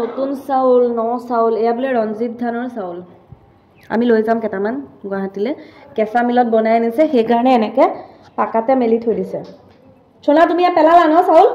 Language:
Assamese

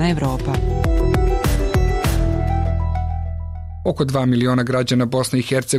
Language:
Bosnian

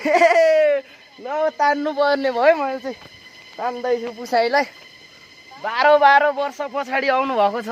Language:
Nepali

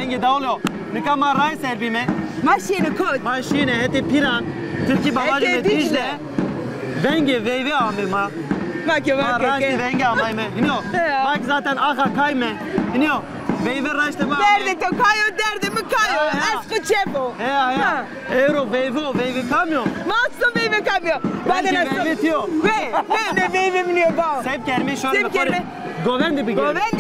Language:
Zaza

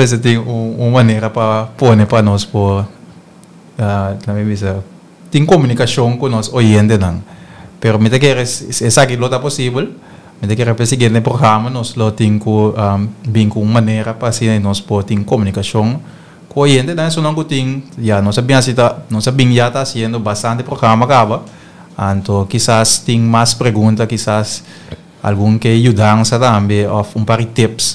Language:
Papiamento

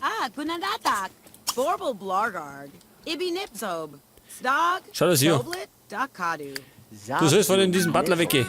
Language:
Bavarian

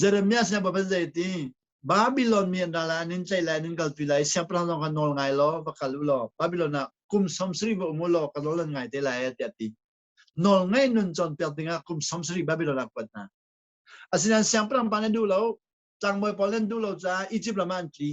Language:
Hakha Chin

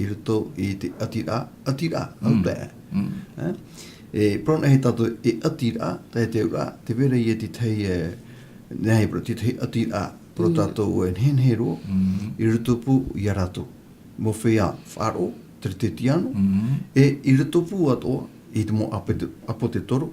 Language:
Tahitian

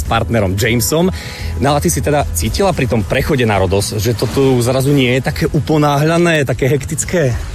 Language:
Slovak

